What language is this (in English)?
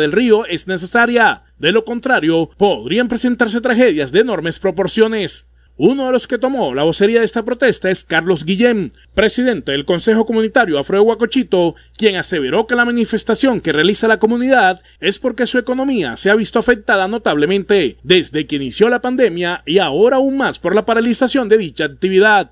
Spanish